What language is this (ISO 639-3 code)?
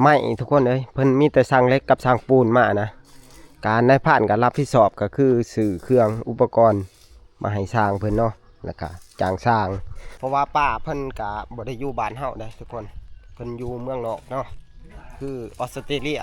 tts